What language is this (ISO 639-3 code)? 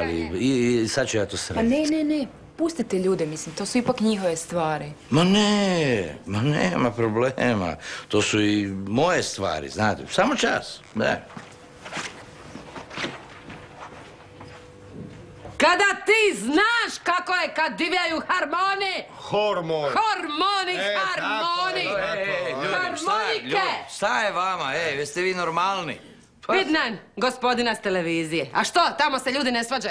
hrv